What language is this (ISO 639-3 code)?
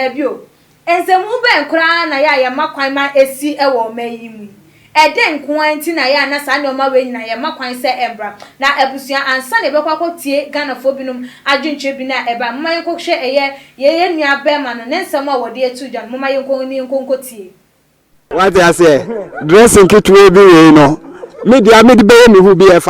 aka